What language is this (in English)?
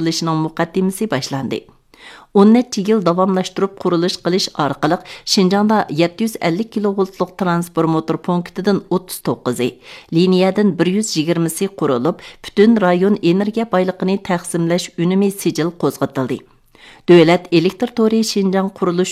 Uyghur